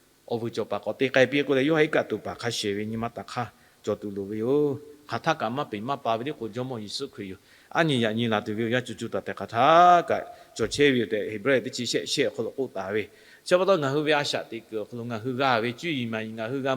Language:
Lahu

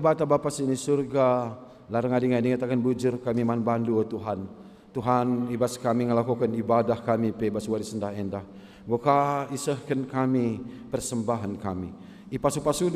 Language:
Batak Karo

